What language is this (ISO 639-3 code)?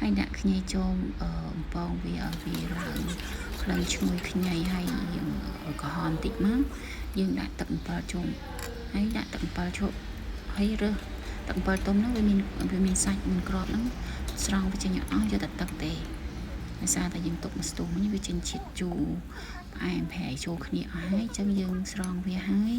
khm